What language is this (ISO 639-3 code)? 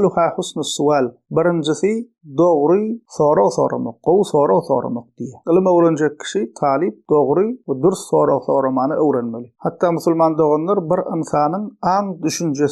tuk